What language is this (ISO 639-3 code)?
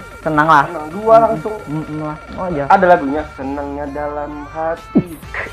bjn